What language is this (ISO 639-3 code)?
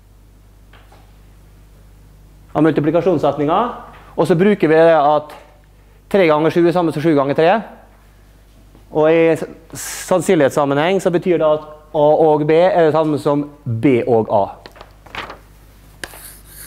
nor